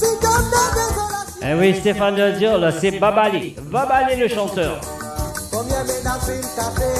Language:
Morisyen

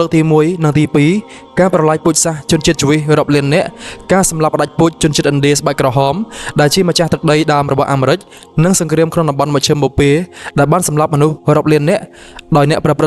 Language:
Khmer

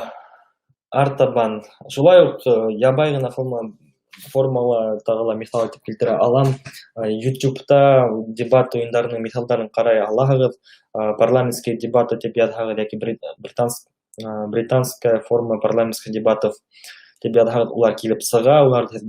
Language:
Bashkir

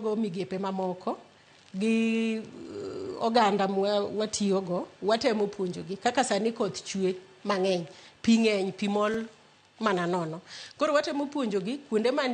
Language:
Luo (Kenya and Tanzania)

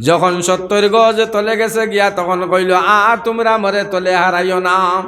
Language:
Sylheti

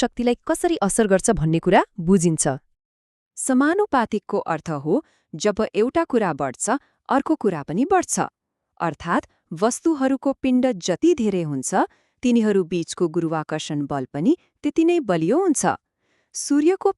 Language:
Nepali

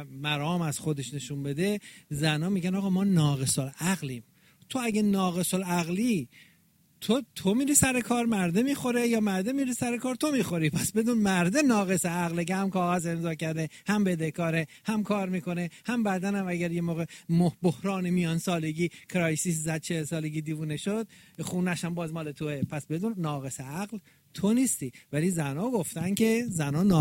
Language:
Persian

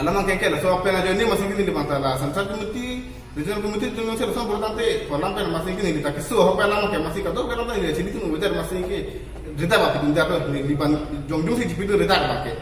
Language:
Karbi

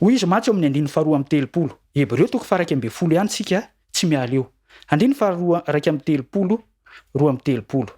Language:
Malagasy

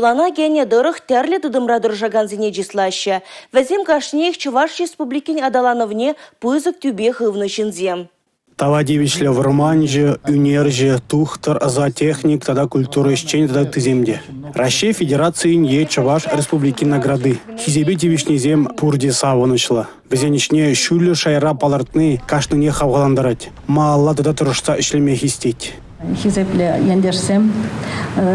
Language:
Chuvash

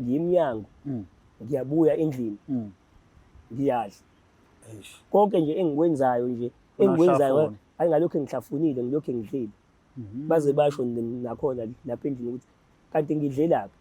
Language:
Zulu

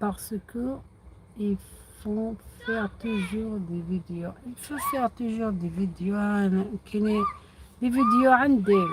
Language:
Algerian Arabic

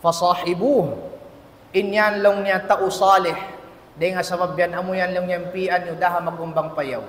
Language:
Tausug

